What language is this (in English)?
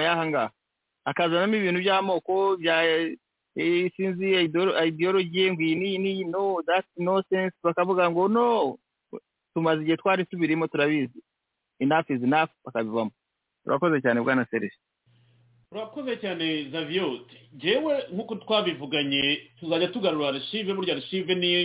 Kinyarwanda